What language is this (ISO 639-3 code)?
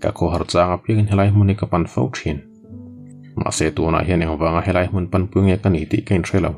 lus